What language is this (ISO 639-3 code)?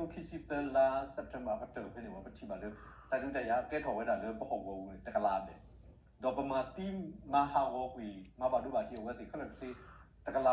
ksw